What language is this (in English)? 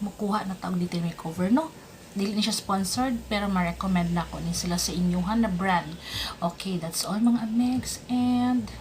Cebuano